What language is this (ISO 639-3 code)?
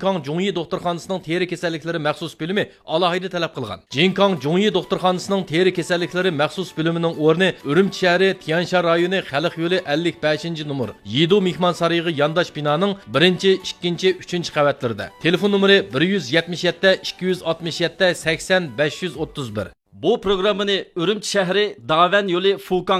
uig